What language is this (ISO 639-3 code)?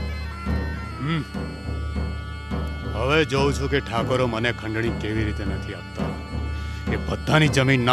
guj